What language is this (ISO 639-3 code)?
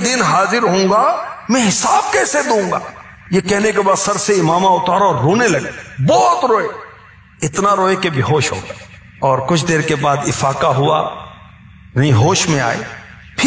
urd